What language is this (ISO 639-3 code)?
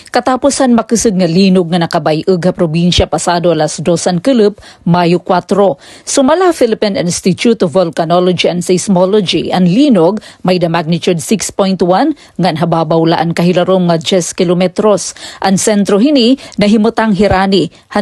war